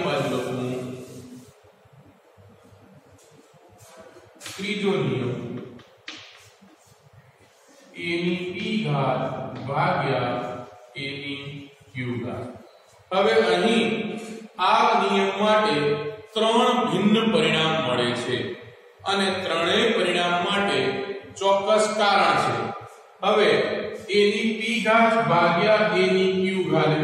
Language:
Gujarati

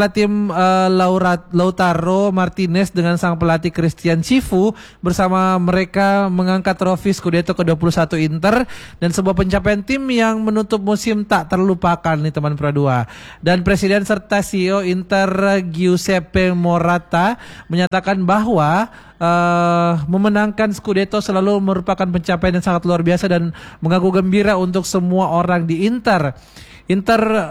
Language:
Indonesian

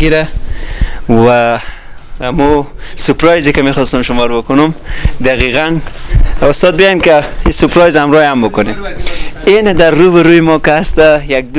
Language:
Persian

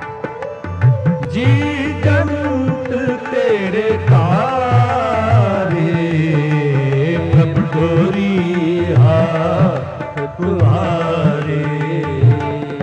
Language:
Punjabi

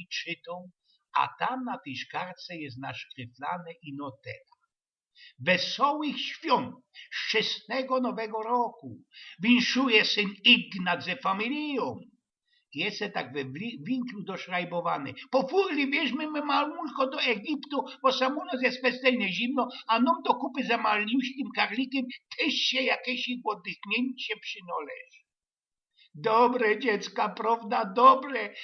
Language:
Silesian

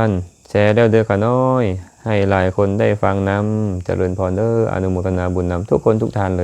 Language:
Lao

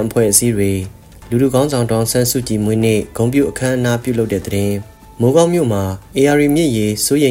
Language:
Burmese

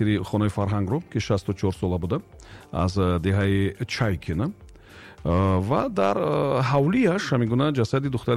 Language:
Tajik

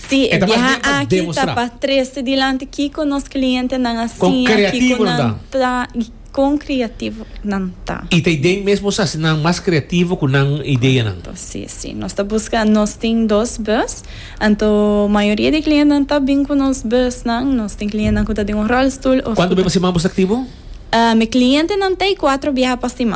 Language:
Papiamento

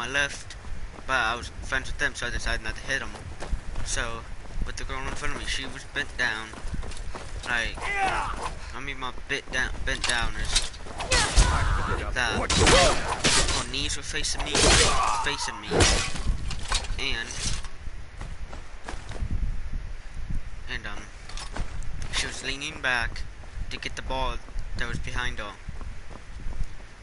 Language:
English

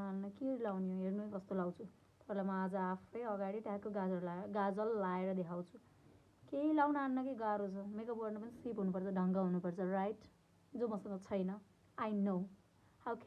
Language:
Nepali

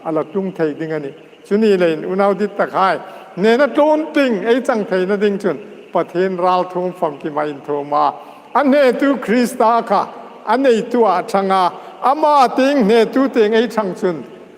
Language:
Hmar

